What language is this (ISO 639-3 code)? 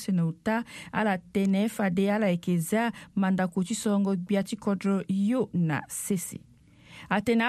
sag